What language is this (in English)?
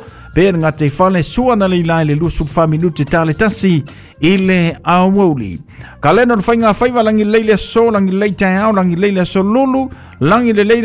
Samoan